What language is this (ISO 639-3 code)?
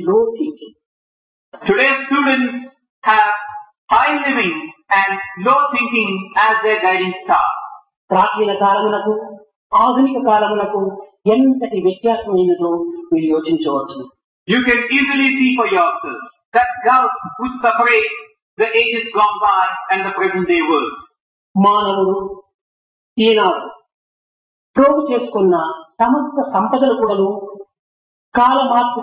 tel